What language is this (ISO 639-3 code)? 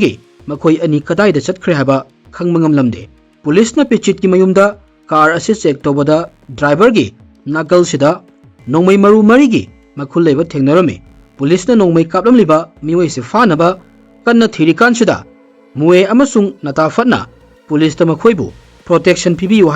mni